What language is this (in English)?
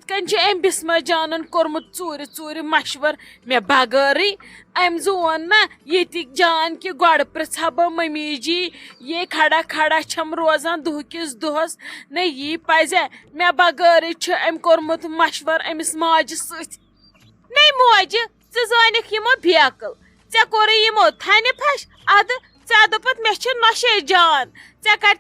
Kashmiri